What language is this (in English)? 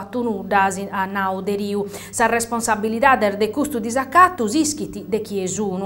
Sardinian